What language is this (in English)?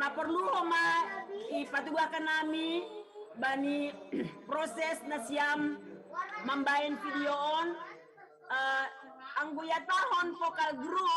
Batak Simalungun